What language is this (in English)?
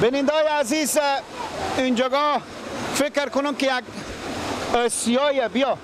Persian